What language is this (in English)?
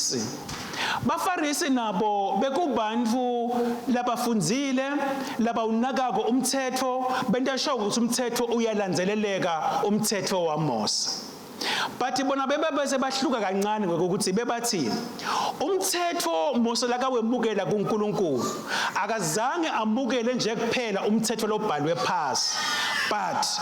Swati